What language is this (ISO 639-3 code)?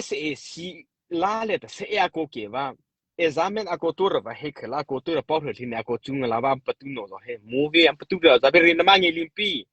mrh